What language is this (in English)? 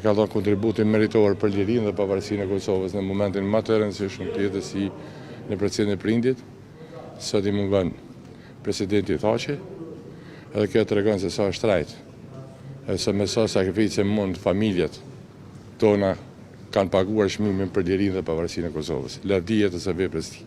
Albanian